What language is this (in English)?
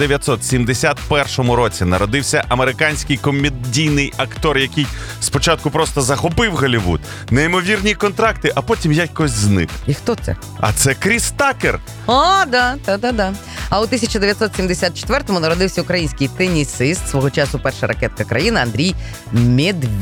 Ukrainian